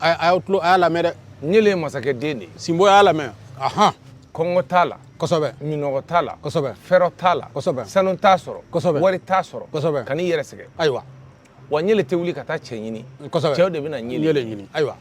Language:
Bambara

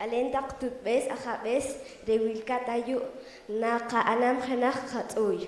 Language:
Poqomchi'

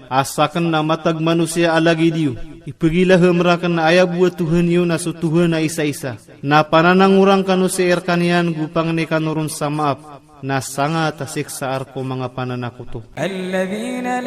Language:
Maranao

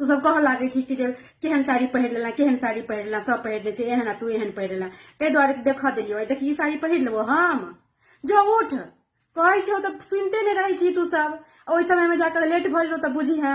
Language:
Maithili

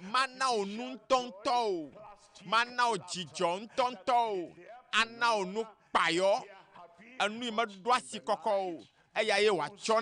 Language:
Ewe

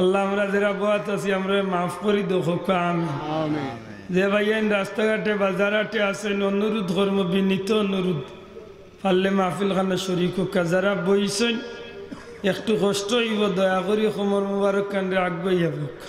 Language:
Sylheti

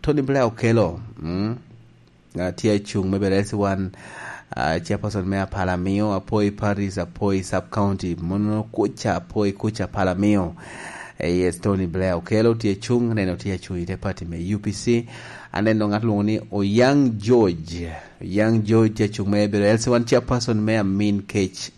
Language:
Lango (Uganda)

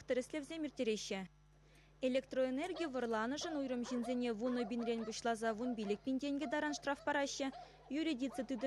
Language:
Chuvash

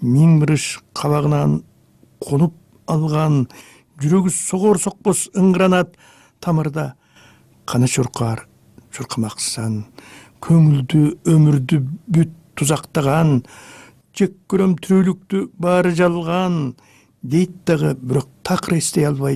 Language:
Kyrgyz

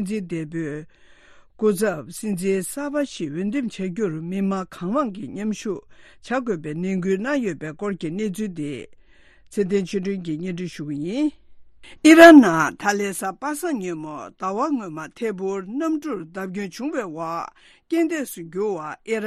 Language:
Tibetan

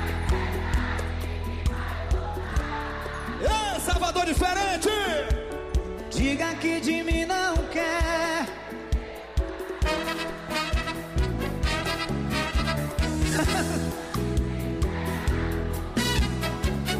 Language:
Portuguese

